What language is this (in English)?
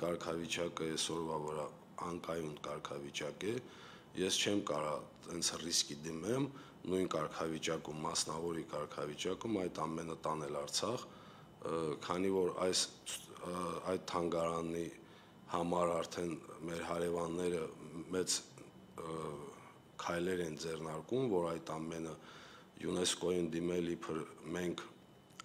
Armenian